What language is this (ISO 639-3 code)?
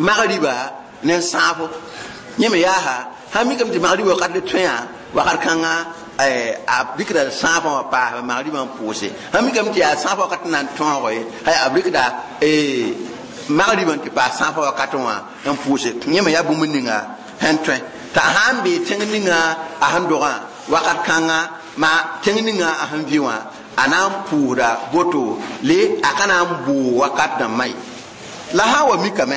mos